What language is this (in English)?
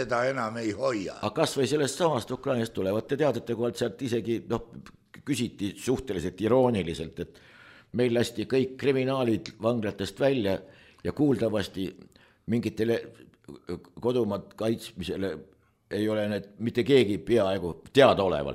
Estonian